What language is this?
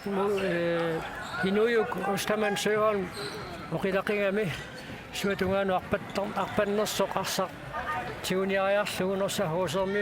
Kalaallisut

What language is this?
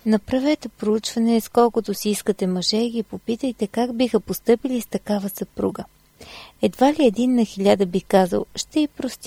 Bulgarian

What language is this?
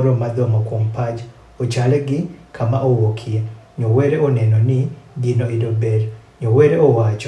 Adhola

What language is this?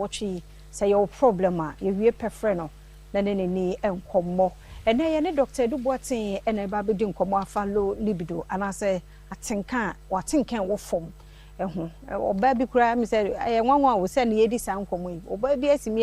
Akan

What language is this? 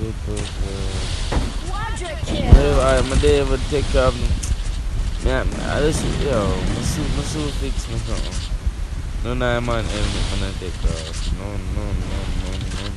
Jamaican Creole English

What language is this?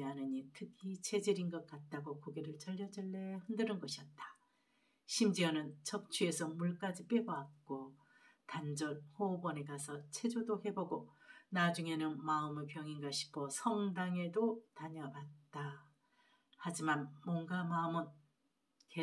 Korean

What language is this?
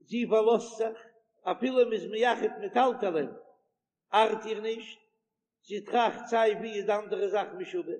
Yiddish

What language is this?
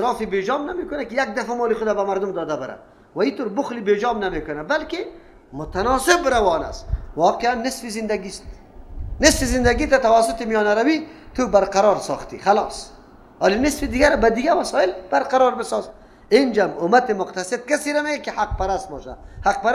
Persian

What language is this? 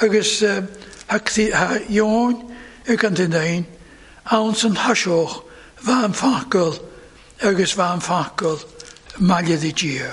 Welsh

